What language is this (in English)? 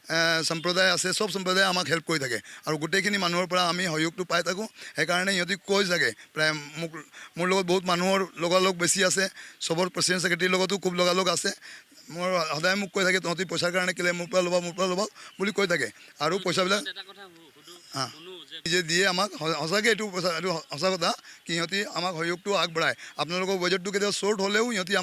Assamese